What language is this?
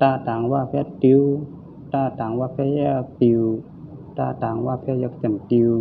Shan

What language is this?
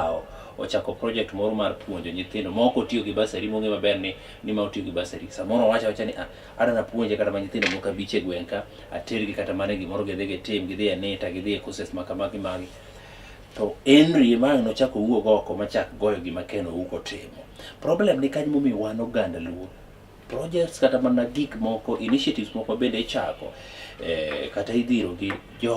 Luo (Kenya and Tanzania)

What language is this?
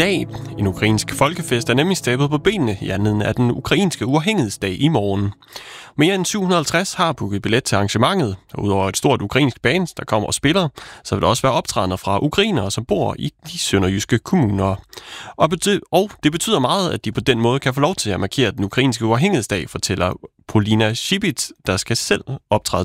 Danish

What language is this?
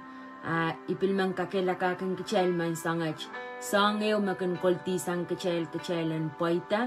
Pohnpeian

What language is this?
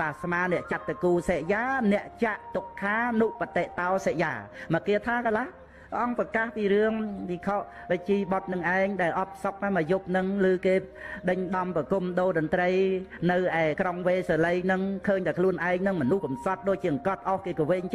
Khmer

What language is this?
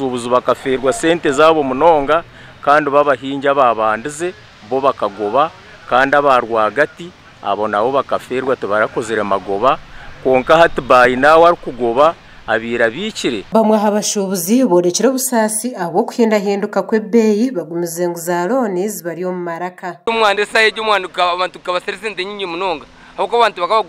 Nyankole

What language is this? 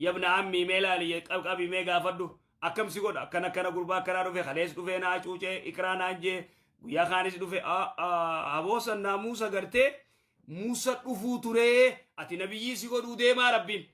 Oromo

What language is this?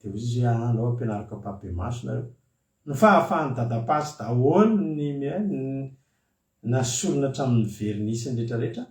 Malagasy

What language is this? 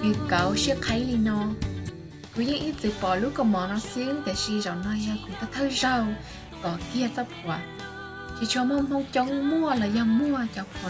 Hmong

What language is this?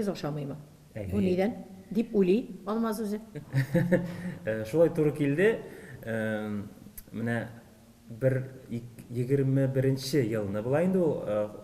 Tatar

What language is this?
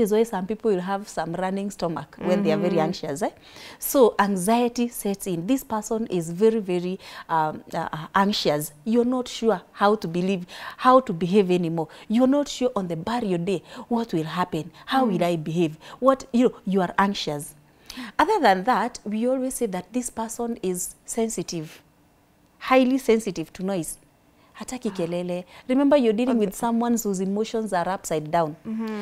English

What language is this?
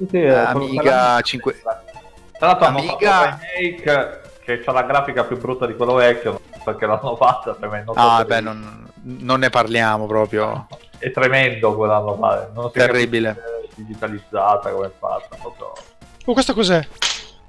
Italian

